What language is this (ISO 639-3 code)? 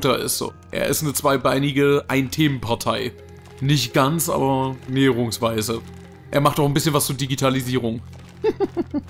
deu